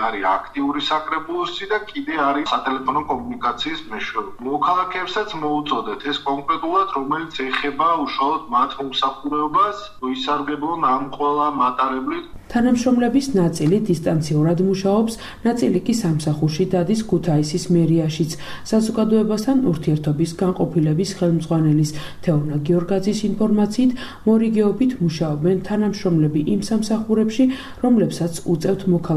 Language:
Georgian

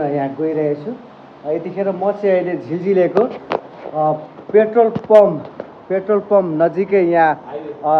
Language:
Nepali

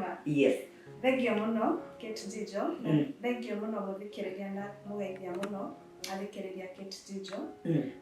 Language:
Kikuyu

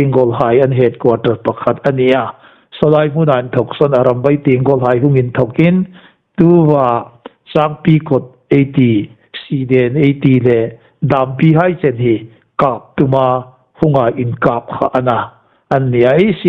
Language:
Hmar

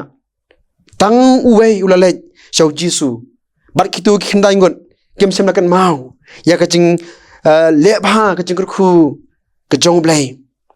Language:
Khasi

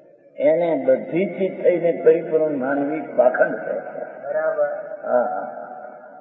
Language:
Gujarati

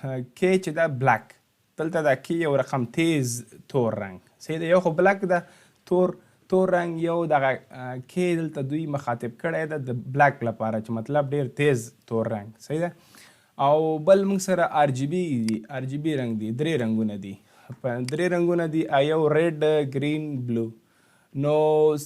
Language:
Pashto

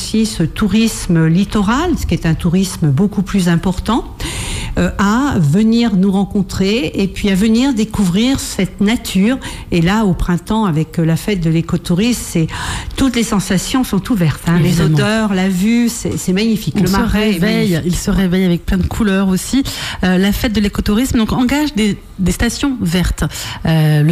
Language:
French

